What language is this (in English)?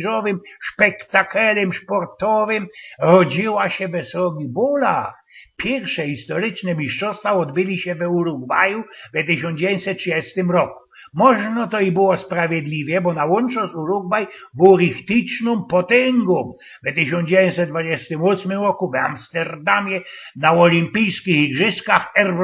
Silesian